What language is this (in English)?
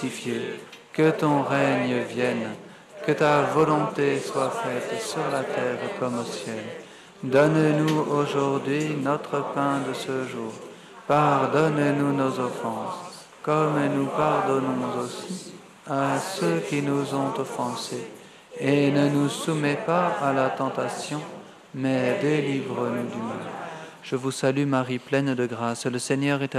French